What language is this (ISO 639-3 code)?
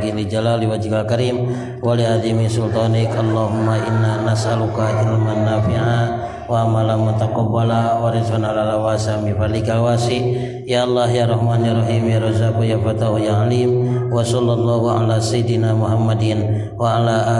sun